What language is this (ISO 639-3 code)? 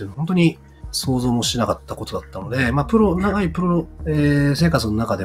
jpn